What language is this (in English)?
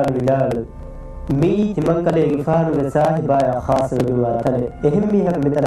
Divehi